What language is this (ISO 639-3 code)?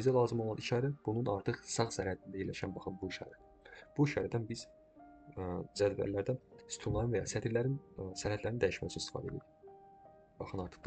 aze